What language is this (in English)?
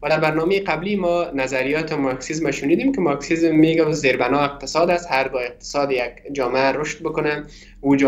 Persian